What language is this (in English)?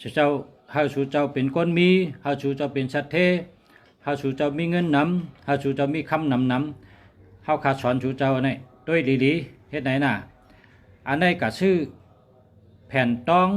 Shan